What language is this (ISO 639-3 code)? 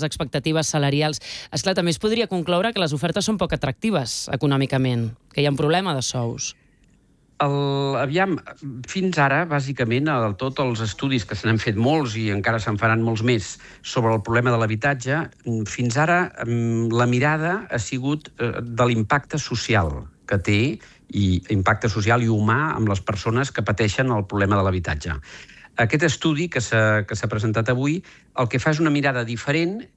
cat